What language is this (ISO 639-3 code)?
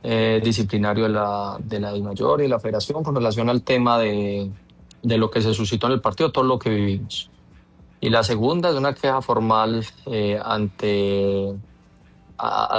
spa